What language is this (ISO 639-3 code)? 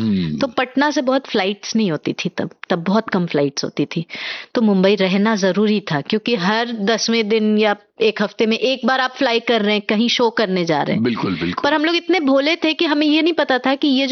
hin